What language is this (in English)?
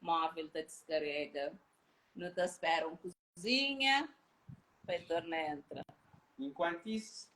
Kabuverdianu